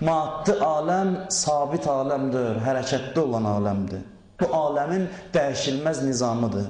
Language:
Azerbaijani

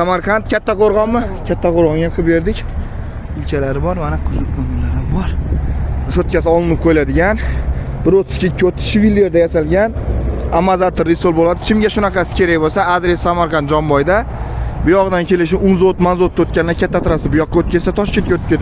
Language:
Uzbek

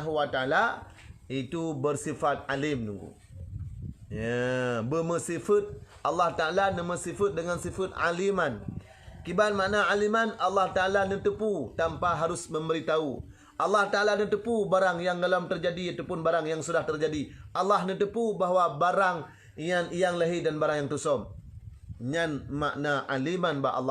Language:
Achinese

